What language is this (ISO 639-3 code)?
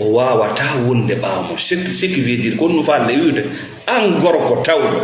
ful